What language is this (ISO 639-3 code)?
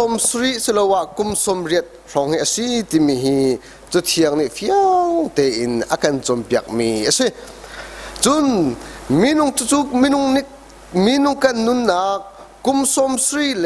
cnh